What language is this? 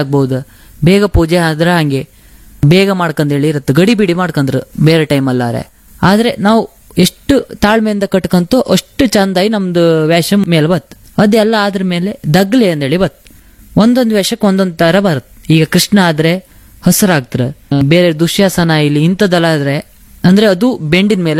Kannada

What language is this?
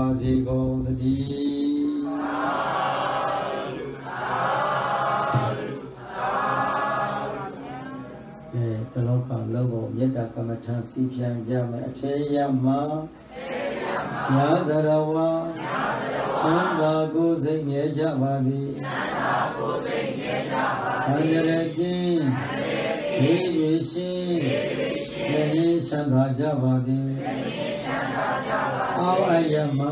Burmese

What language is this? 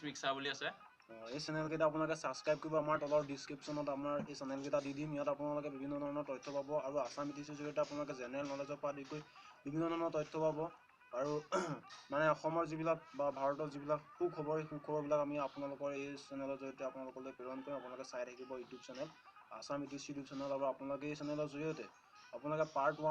Assamese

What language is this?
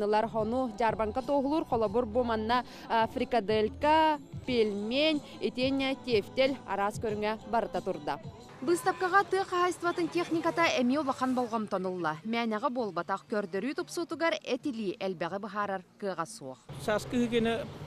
Yakut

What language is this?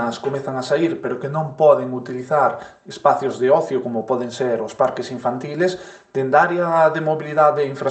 Galician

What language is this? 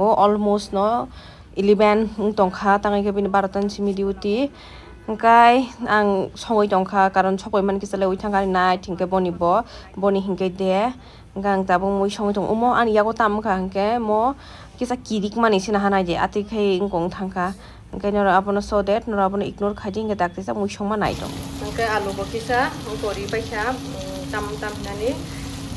Kok Borok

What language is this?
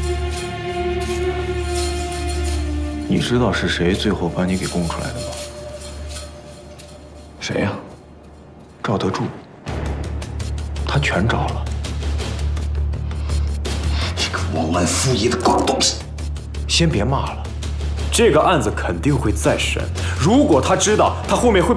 Chinese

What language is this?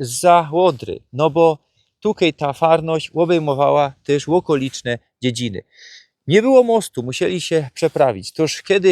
Silesian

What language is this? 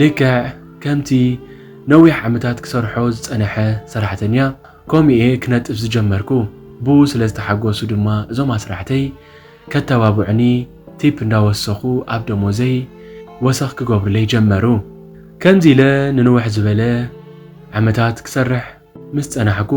Tigrinya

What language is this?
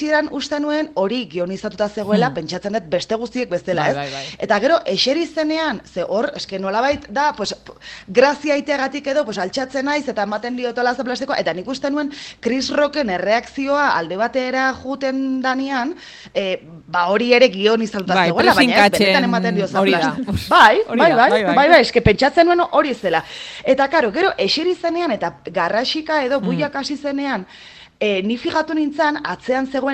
Basque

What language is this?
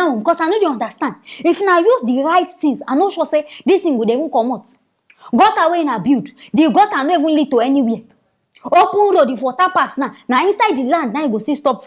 Nigerian Pidgin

